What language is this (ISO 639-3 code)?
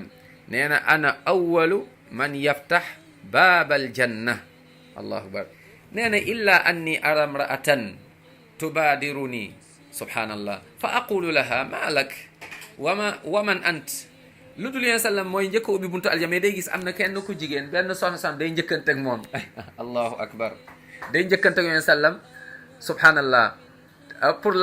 wol